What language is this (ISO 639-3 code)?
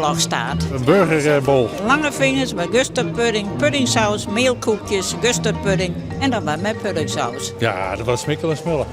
fry